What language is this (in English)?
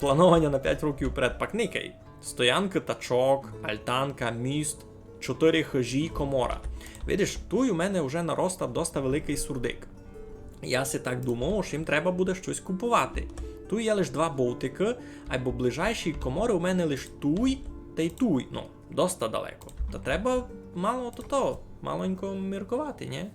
Rusyn